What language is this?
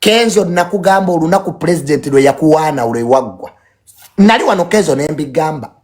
Ganda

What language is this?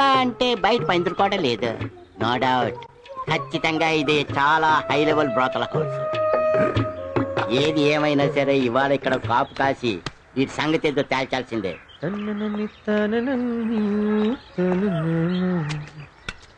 Telugu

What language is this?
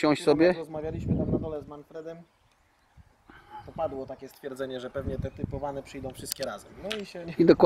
Polish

